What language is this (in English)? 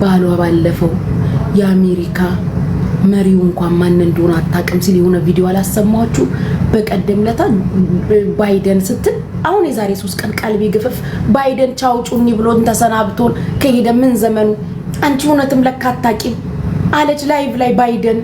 Amharic